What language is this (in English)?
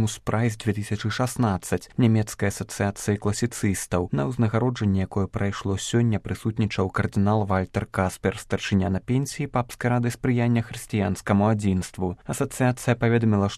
Belarusian